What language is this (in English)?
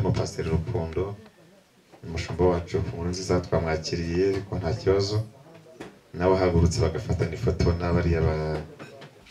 Kinyarwanda